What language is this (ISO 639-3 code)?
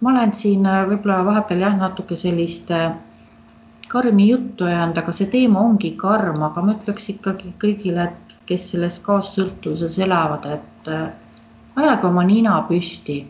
est